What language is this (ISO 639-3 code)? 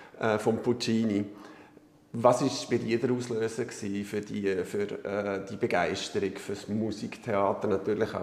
gsw